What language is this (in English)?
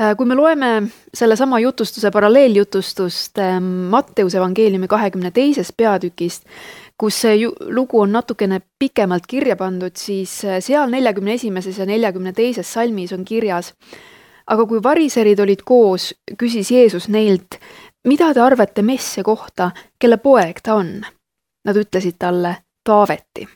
Estonian